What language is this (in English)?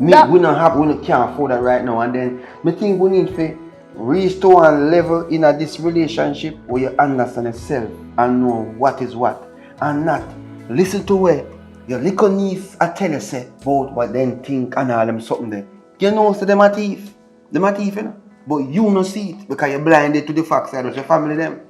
Jamaican Creole English